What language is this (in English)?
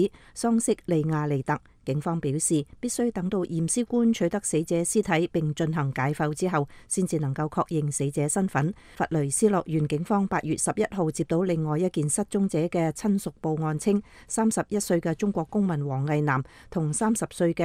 Cantonese